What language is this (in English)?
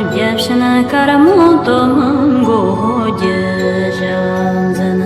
Tibetan